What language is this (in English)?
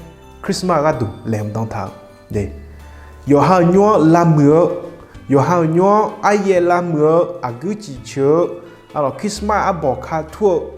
Akha